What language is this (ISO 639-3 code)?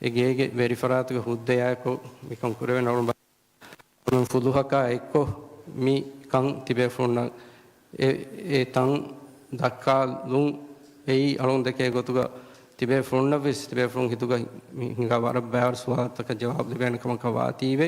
div